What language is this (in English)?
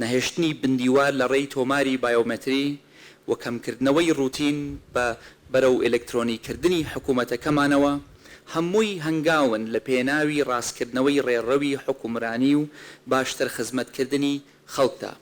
Central Kurdish